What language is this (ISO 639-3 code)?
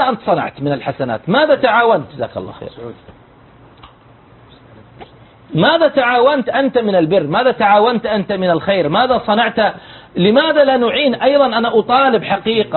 ara